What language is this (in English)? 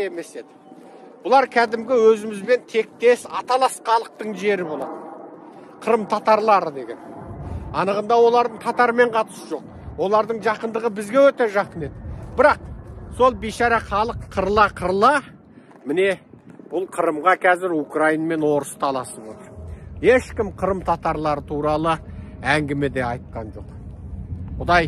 Kazakh